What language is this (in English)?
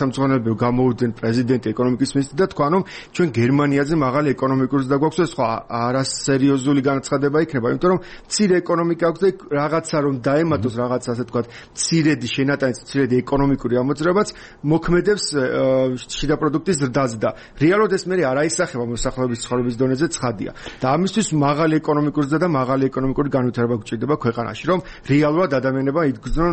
Georgian